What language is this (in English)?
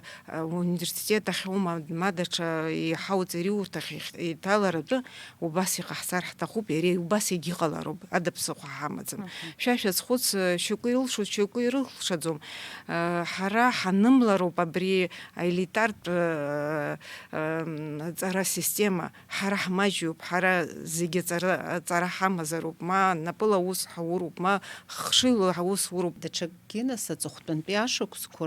Abkhazian